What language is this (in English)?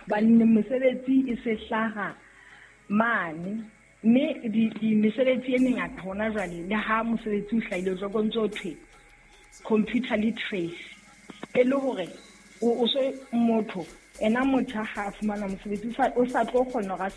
Southern Sotho